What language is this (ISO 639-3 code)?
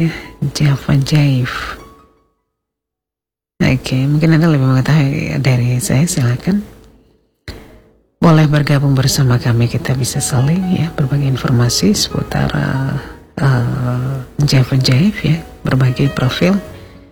ind